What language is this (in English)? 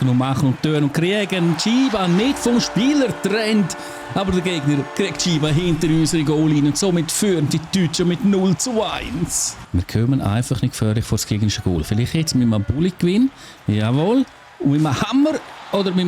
Swiss German